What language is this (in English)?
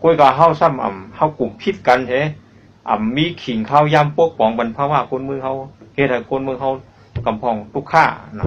Shan